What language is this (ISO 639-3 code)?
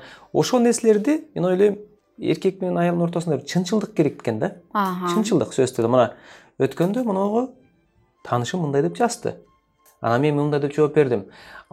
kir